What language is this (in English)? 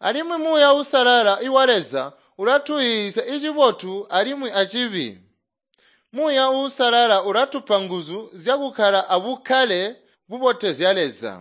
Tonga (Zambia)